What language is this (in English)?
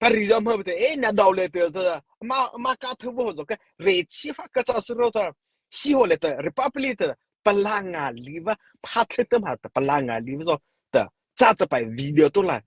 Mara Chin